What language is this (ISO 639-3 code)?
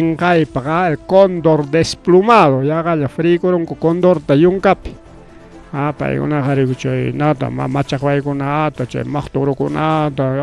quy